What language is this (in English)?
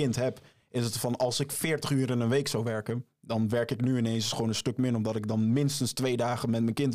Dutch